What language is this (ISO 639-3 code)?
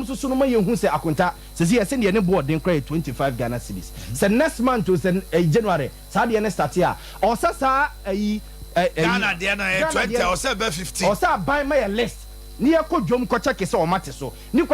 aka